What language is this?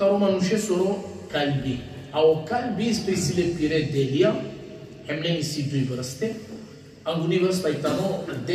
Balkan Romani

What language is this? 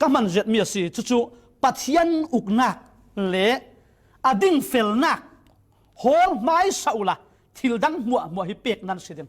Falam Chin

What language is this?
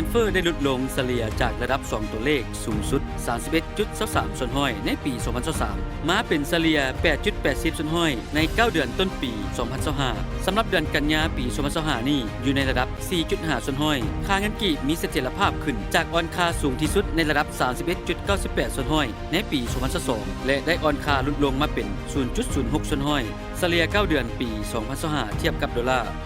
Lao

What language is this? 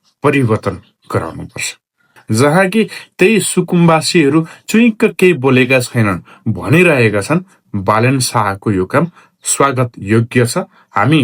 Nepali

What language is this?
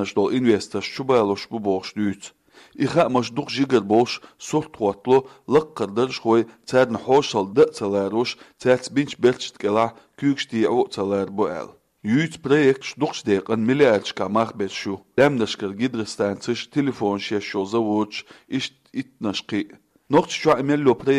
Chechen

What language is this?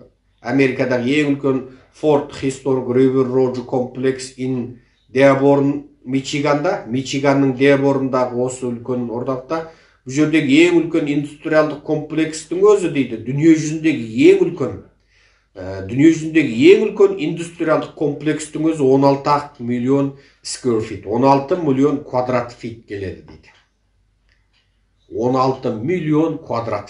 Kazakh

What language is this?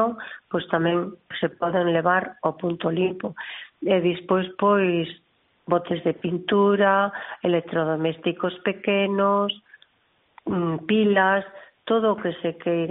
Galician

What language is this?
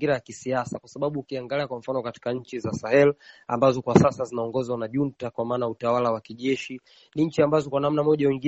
Swahili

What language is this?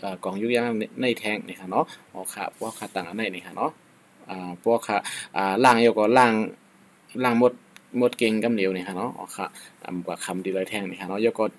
Shan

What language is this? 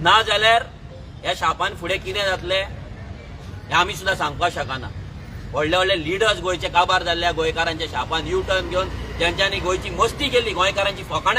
Konkani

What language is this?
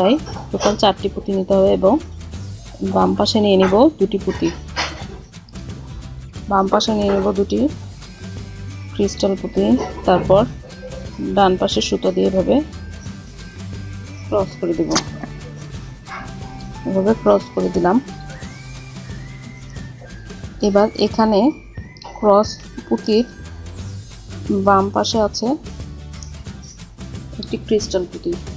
Bangla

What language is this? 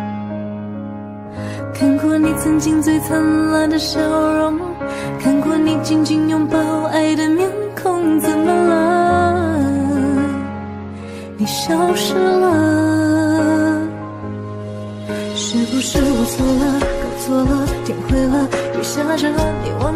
Chinese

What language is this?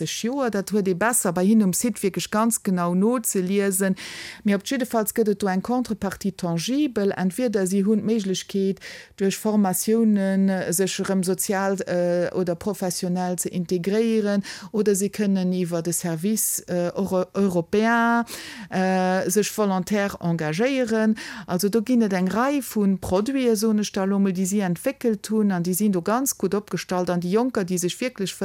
Luxembourgish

